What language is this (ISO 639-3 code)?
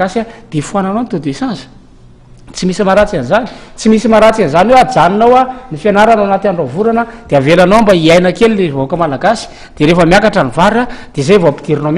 mlg